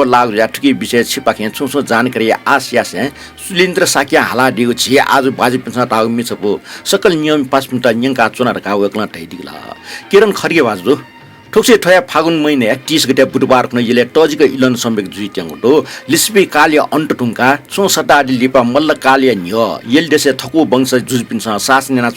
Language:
Newari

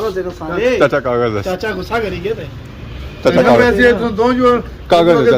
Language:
Pahari-Potwari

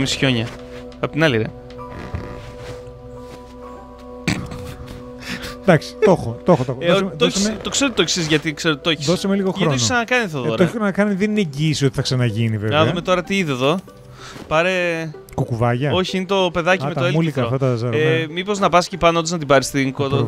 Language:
Greek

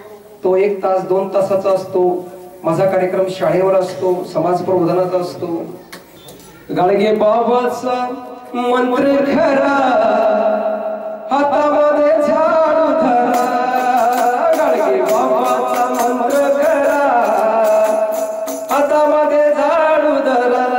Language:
Marathi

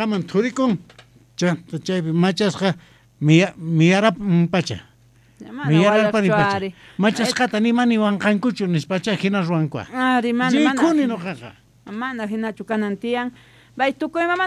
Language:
South Bolivian Quechua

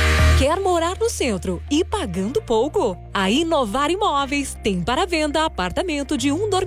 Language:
Portuguese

